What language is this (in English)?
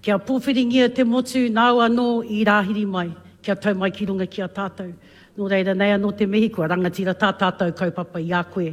Māori